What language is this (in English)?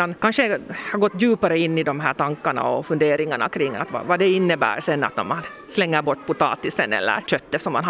Swedish